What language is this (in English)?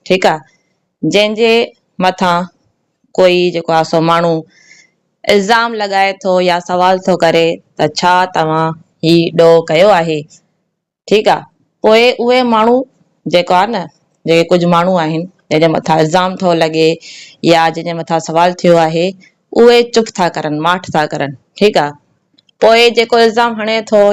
Sindhi